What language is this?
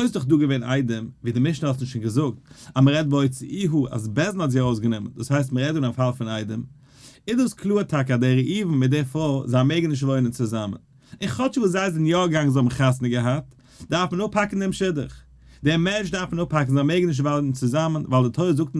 Yiddish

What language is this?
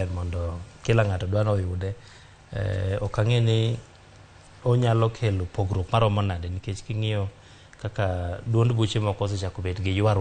Luo (Kenya and Tanzania)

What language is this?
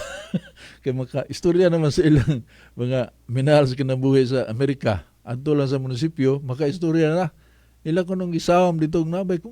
Cebuano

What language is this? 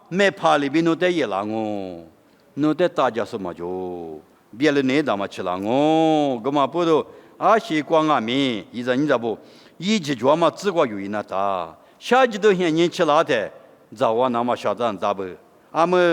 Lisu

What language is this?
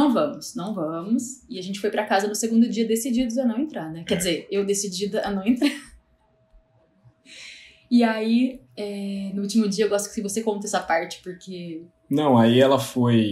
Portuguese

